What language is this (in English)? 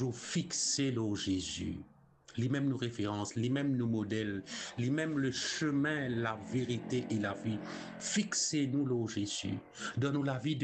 Morisyen